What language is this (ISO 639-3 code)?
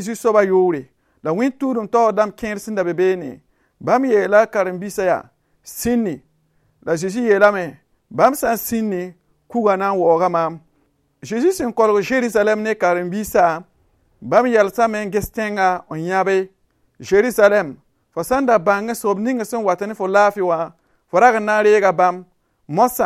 mos